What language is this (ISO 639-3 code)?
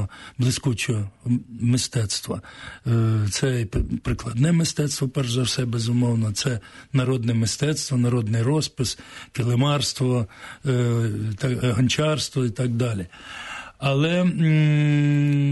ukr